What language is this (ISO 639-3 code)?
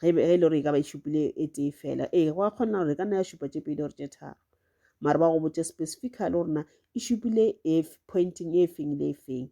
nso